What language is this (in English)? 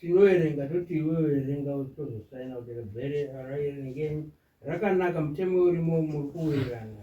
Shona